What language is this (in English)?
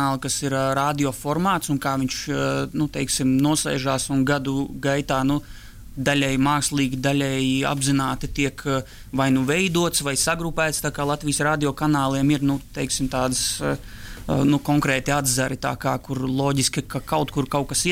Latvian